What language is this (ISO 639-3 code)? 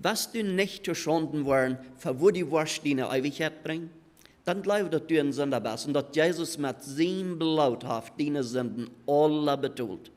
pdt